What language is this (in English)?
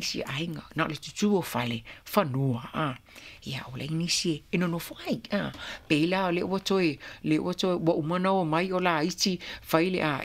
Samoan